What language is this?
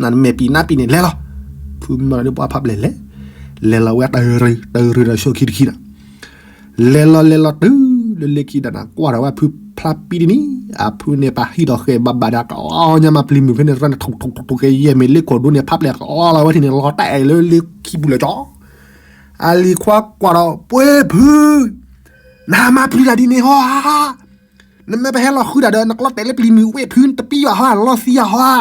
S'gaw Karen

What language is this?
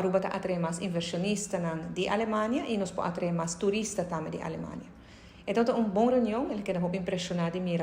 Papiamento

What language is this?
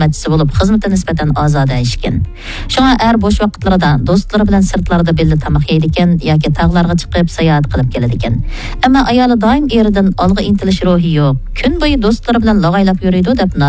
Uyghur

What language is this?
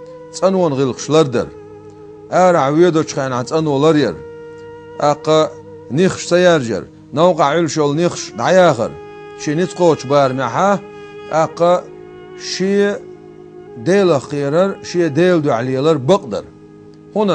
Chechen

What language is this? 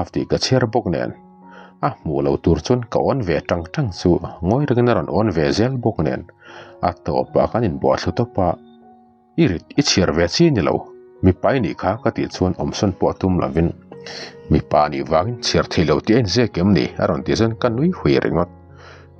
Mizo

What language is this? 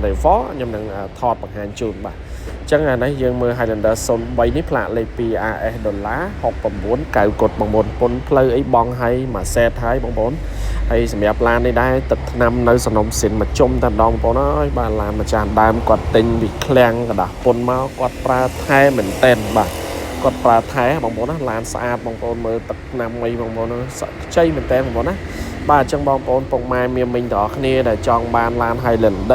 Khmer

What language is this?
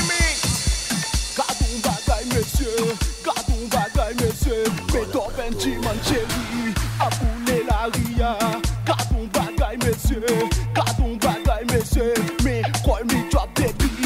Haitian Creole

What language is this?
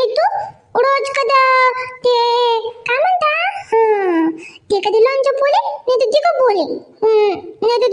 Khandesi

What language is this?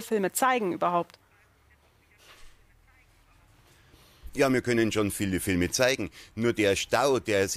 German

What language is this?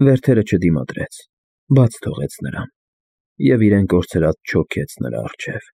Armenian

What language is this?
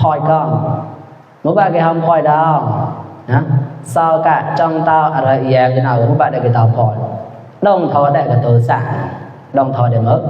Mon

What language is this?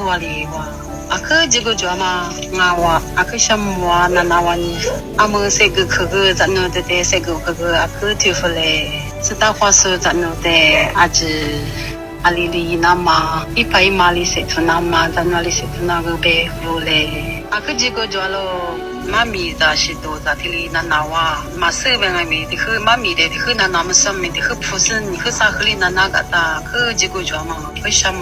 Lisu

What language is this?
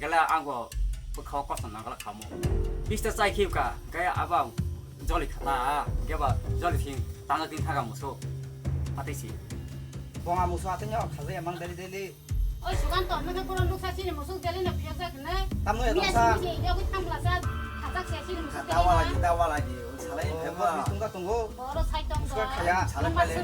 Kok Borok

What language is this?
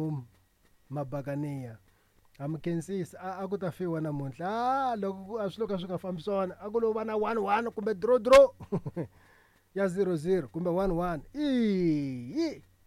Tsonga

